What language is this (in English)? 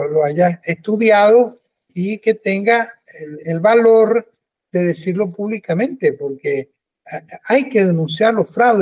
Spanish